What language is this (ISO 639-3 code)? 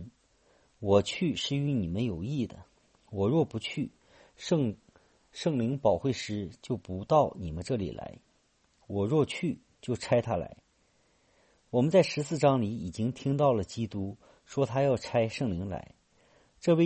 zho